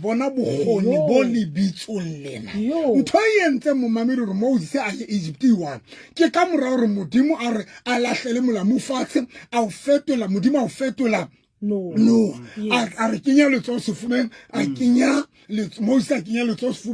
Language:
Southern Sotho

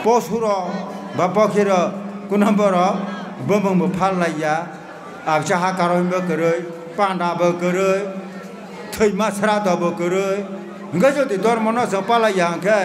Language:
Kok Borok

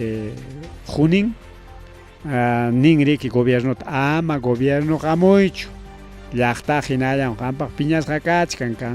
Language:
Ayacucho Quechua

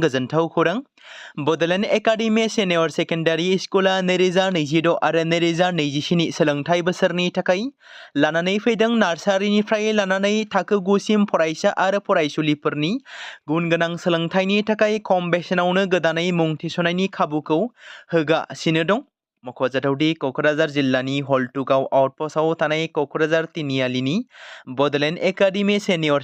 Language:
Bodo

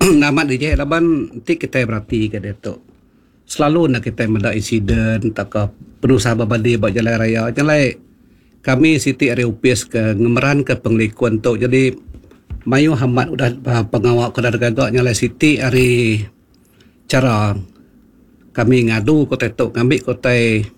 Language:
Iban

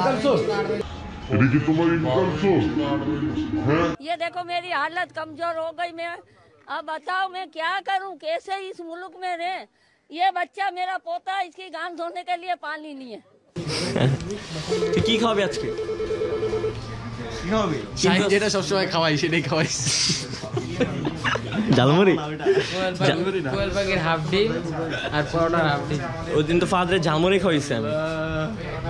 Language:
Bangla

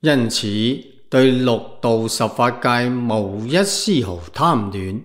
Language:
Cantonese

